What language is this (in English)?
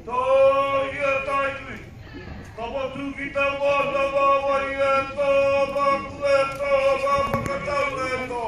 Māori